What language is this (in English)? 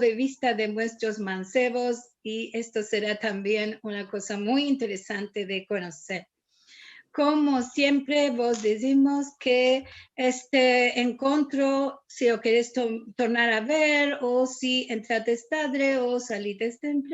Ladino